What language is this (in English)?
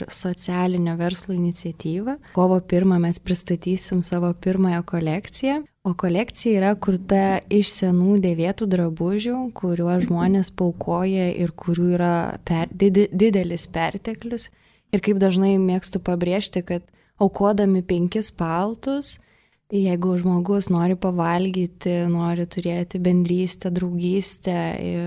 Lithuanian